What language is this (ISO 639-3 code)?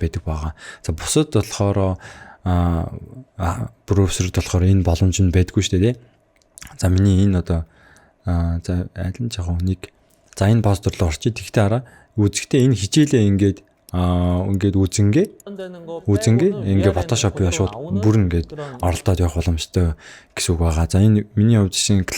mon